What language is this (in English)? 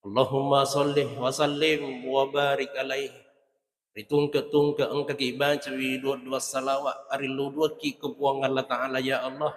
Buginese